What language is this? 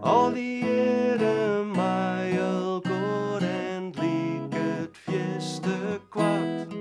Western Frisian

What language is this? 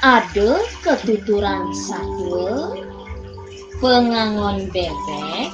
Balinese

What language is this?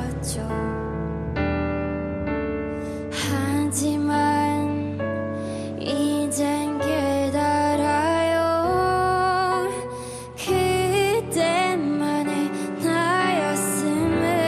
Korean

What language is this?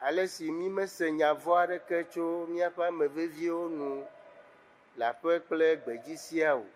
Ewe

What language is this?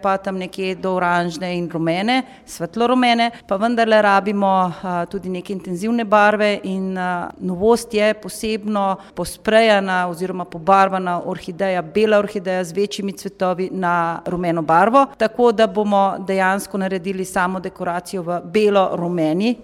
Slovenian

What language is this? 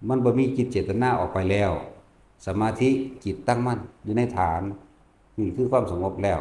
Northeastern Thai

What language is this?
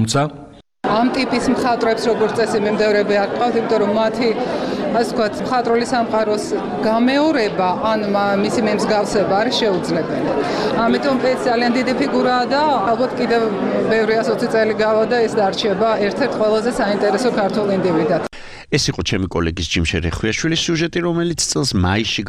Georgian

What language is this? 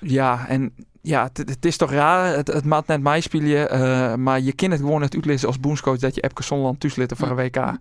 Western Frisian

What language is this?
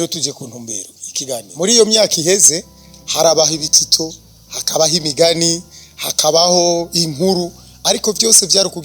Rundi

